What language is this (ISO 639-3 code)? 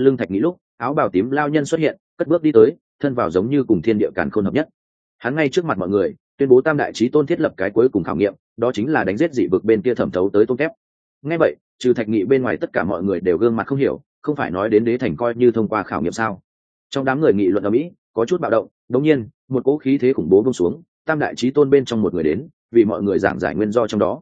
vie